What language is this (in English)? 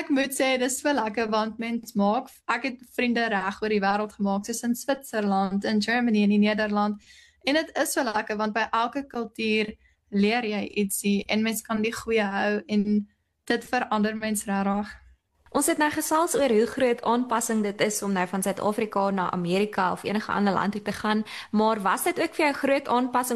Afrikaans